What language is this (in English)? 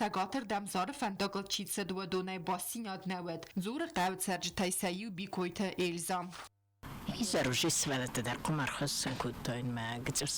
Ossetic